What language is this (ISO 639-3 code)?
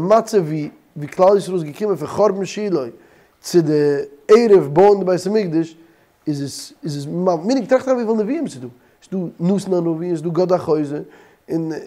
yid